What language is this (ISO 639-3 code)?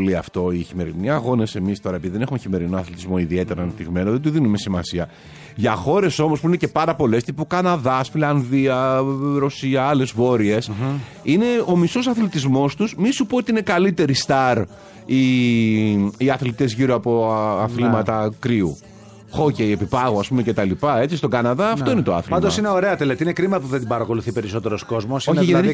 ell